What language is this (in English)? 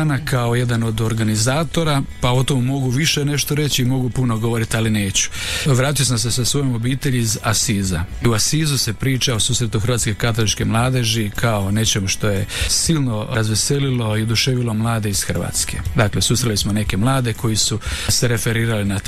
Croatian